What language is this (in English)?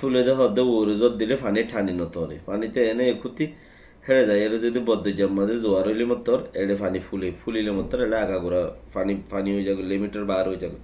Rohingya